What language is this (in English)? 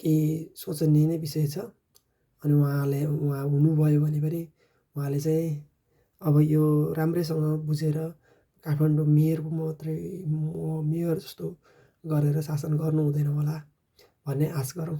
Nepali